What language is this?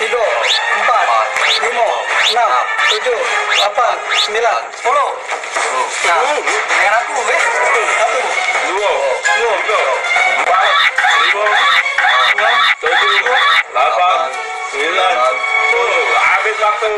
Musi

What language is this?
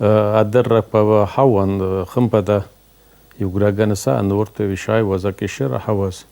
Abkhazian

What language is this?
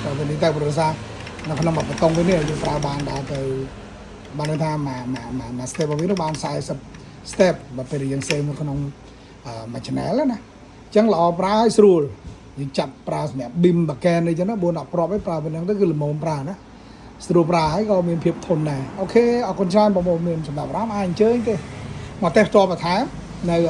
Khmer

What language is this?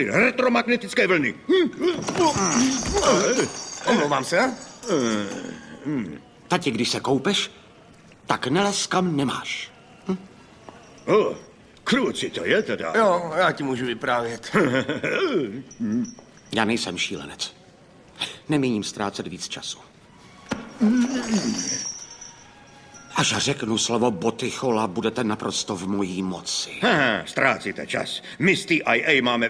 Czech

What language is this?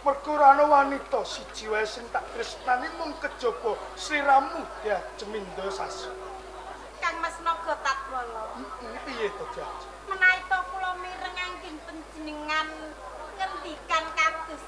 Javanese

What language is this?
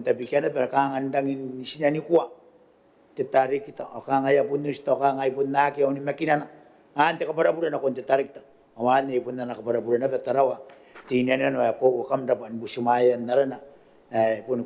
Gilbertese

